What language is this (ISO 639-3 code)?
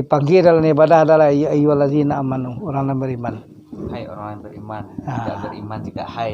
min